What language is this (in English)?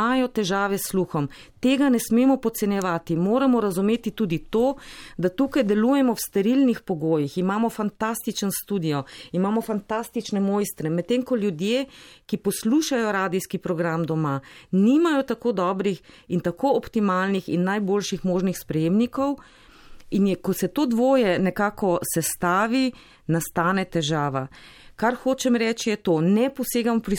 Slovenian